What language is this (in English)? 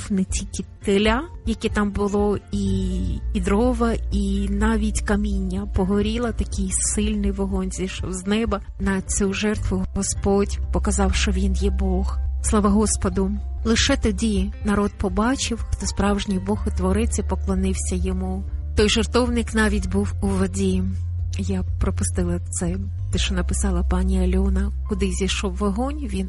Ukrainian